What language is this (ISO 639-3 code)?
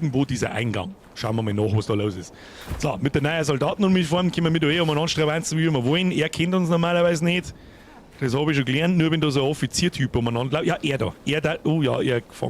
bar